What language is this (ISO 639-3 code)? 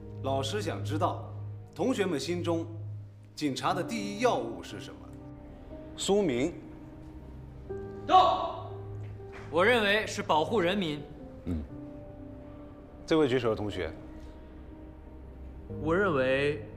zho